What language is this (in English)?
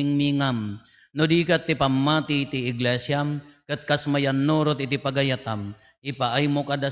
Iloko